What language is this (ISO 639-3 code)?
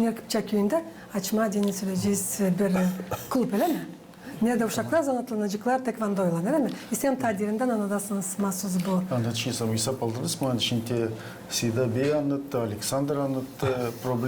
gag